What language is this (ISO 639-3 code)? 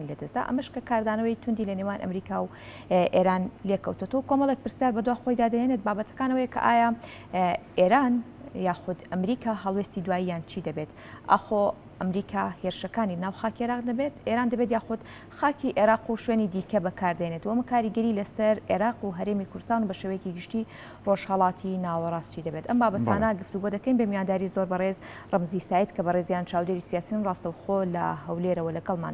ckb